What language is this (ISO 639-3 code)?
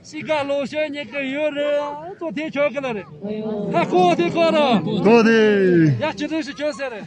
bod